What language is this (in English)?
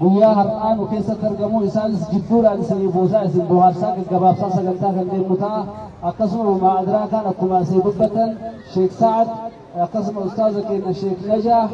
Oromo